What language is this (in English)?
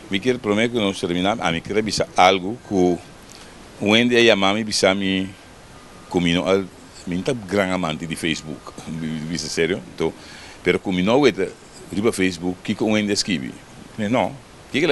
Papiamento